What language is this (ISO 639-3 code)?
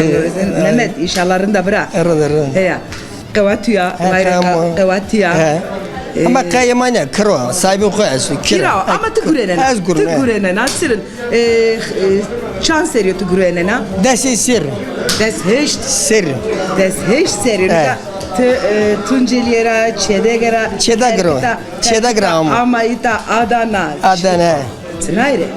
zza